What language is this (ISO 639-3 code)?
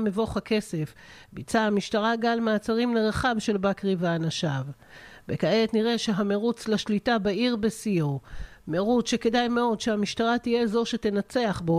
heb